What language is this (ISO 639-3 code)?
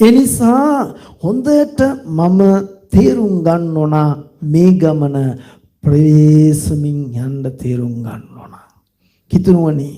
sin